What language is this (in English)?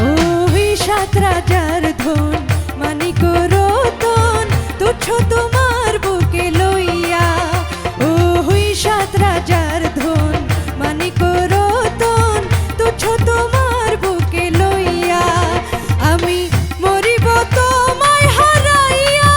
Sylheti